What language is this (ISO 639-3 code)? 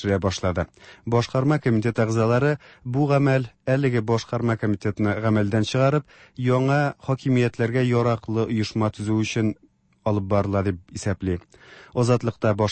tat